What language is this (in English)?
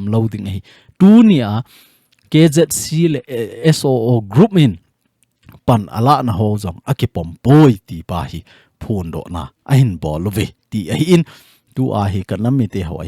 Thado Chin